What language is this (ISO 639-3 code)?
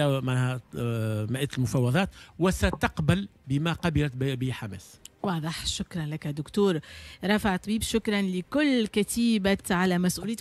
aeb